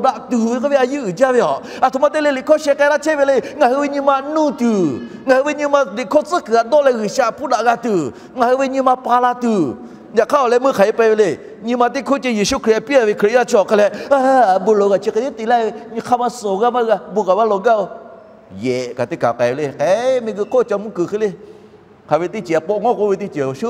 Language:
Lahu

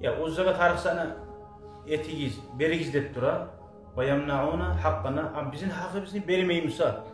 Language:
Kumyk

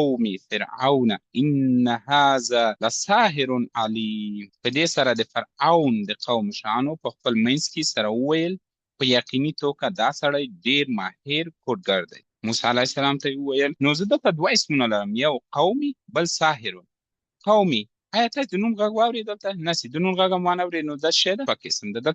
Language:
Pashto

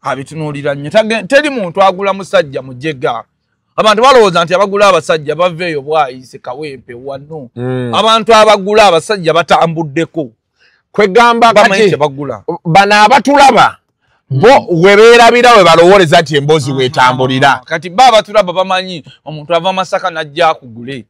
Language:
Ganda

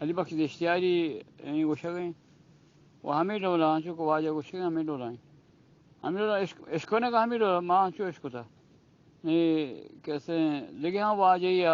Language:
Eastern Balochi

